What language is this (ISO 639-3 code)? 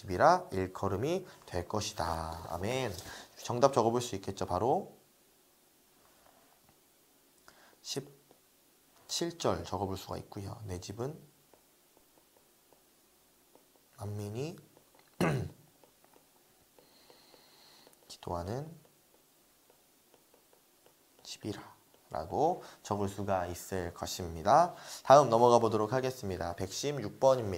kor